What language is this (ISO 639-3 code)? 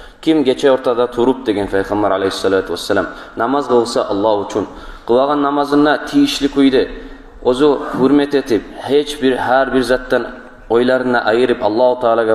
kum